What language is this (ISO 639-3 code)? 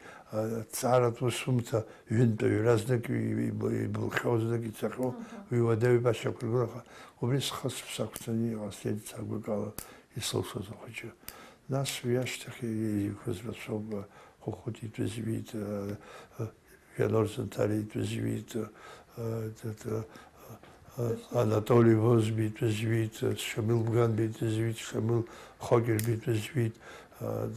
abk